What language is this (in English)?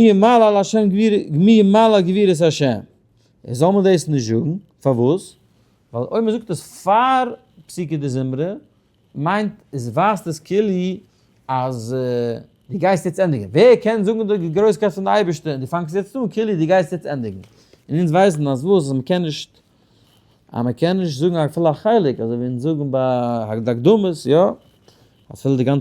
Yiddish